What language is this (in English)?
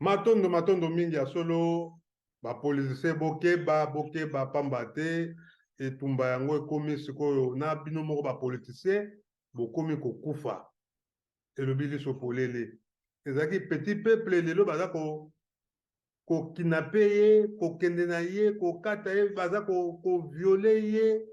Lingala